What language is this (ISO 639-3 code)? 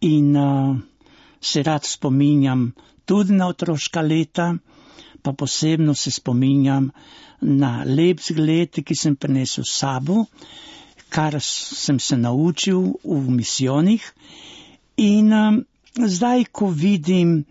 slv